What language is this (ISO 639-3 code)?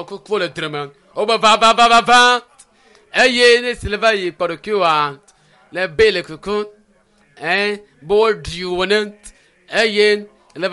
ewe